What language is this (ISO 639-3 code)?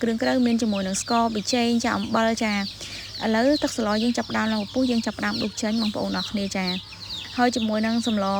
khm